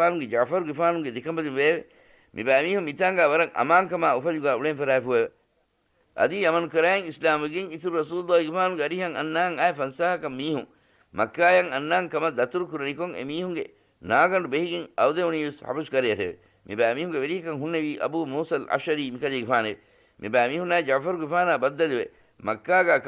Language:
Divehi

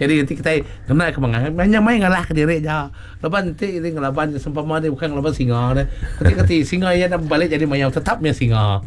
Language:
Iban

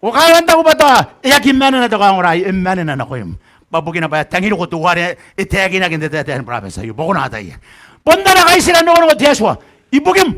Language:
Gilbertese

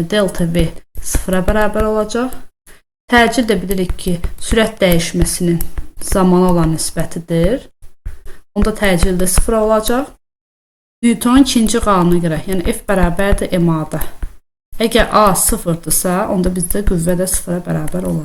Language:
Azerbaijani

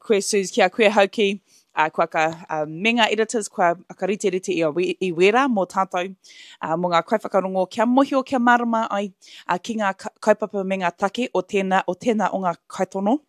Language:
Māori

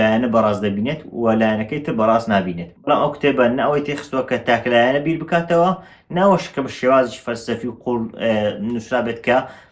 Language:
Central Kurdish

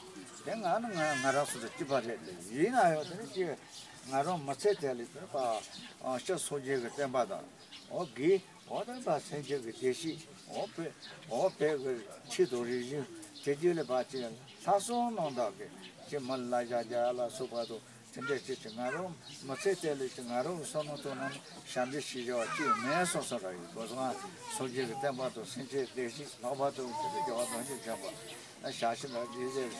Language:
Tibetan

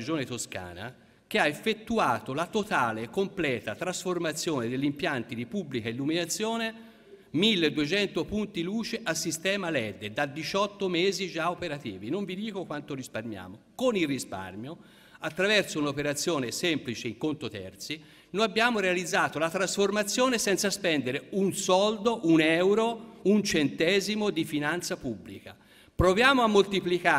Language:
Italian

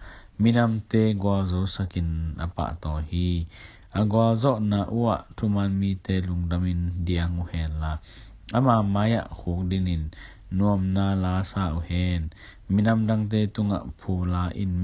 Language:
Tedim Chin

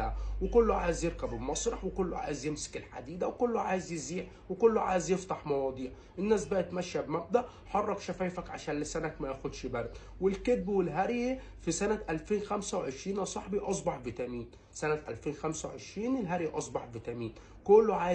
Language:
Egyptian Arabic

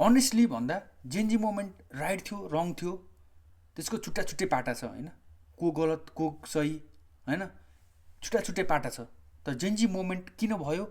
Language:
Nepali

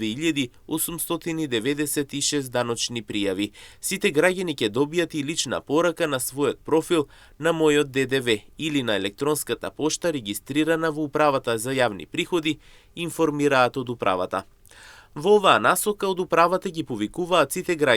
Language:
Macedonian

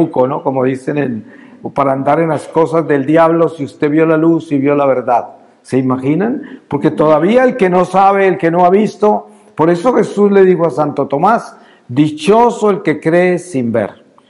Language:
Spanish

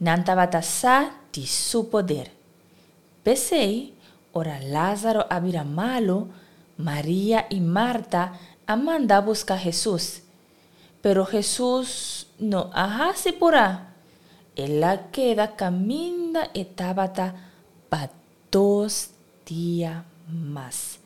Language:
Papiamento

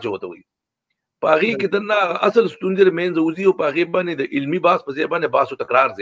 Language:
Pashto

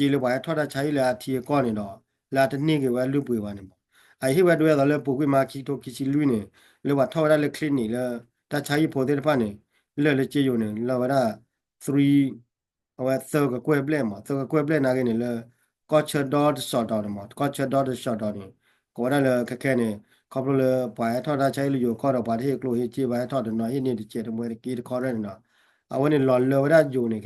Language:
S'gaw Karen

